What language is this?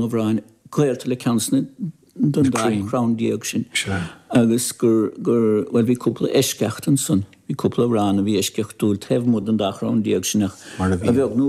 Irish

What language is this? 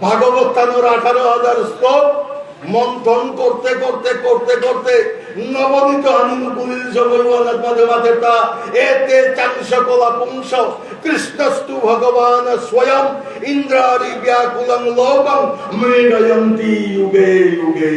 Bishnupriya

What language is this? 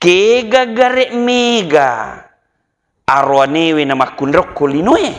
Buginese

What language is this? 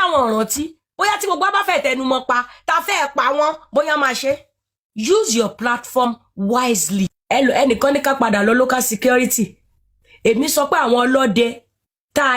Yoruba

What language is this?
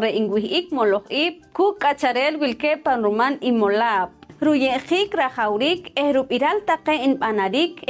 Poqomchi'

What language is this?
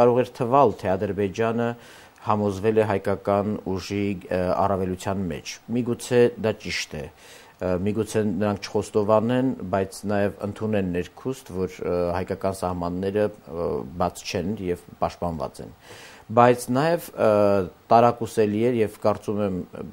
Armenian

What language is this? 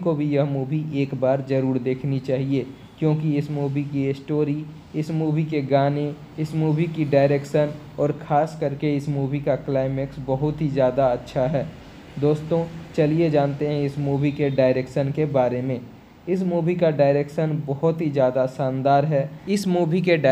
Hindi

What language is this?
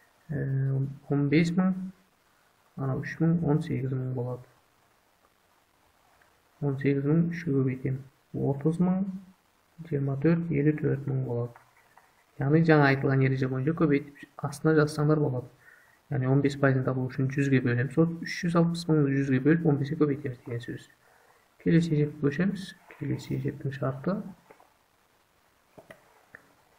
Kazakh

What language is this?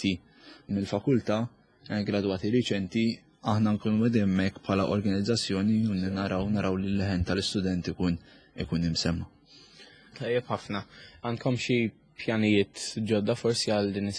Maltese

